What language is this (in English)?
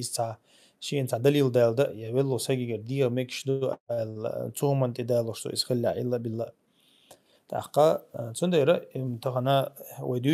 Chechen